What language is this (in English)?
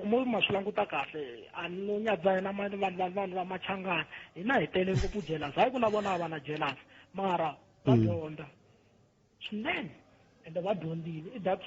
Tsonga